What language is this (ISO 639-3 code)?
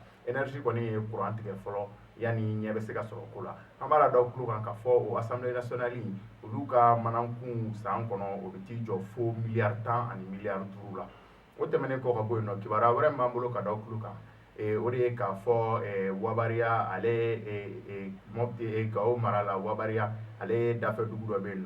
bam